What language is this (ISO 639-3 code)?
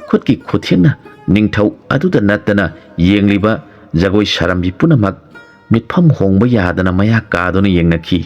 mni